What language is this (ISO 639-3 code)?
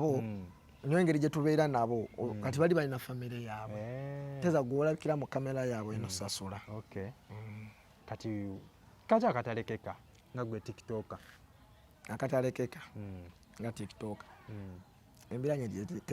lug